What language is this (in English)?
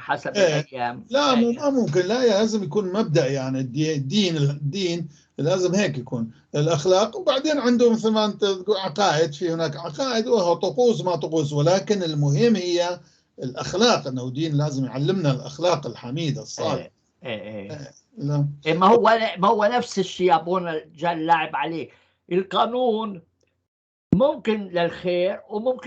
North Levantine Arabic